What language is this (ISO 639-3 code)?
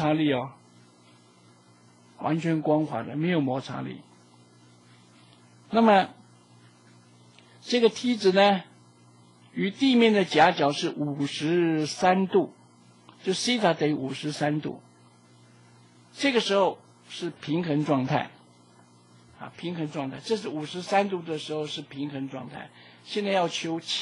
zho